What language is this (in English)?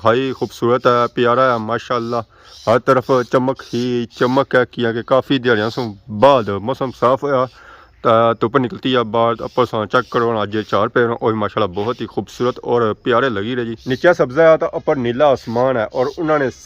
Pahari-Potwari